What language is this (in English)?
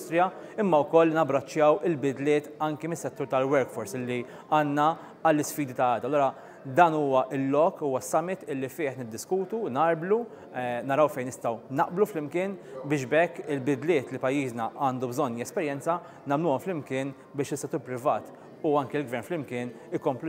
Maltese